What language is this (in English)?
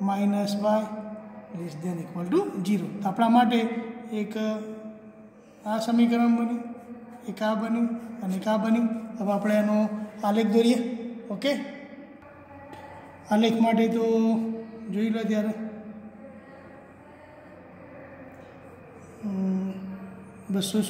Gujarati